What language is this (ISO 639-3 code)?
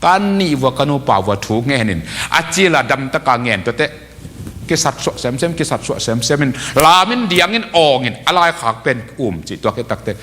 ctd